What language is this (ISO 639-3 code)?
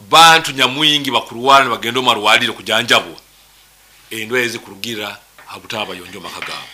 nyo